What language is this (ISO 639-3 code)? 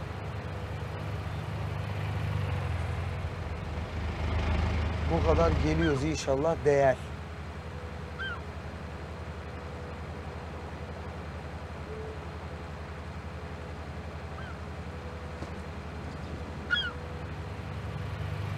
tur